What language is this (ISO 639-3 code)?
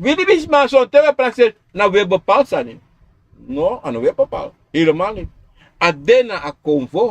srn